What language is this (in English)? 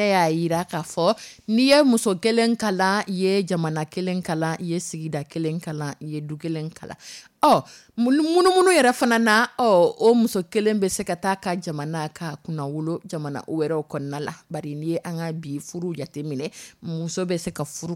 Dyula